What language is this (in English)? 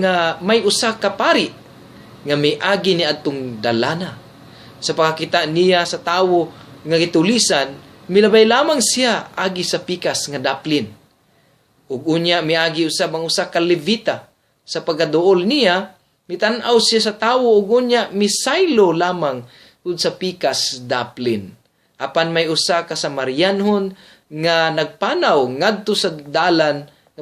Cebuano